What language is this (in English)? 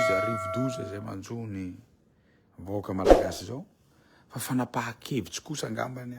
Malagasy